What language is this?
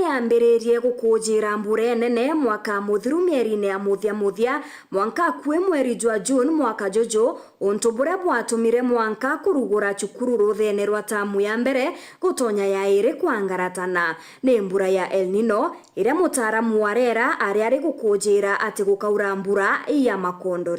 Meru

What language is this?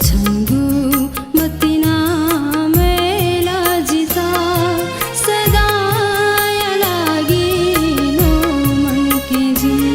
Newari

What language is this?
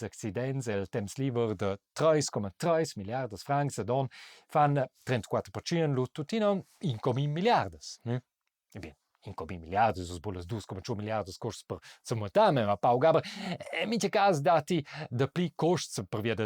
Romansh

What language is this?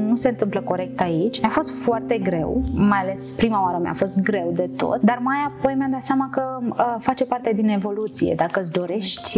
Romanian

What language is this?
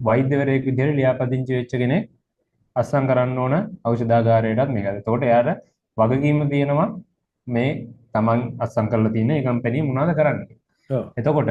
Sinhala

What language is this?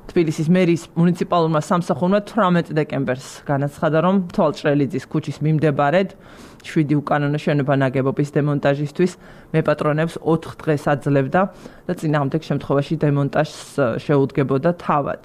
Georgian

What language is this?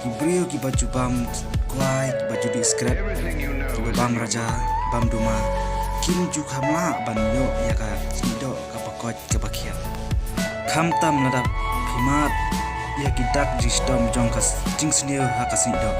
Khasi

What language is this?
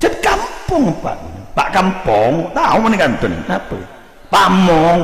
Madurese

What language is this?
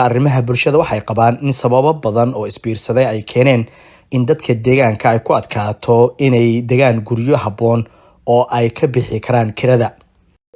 Somali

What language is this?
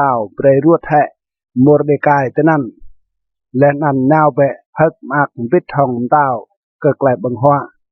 Rade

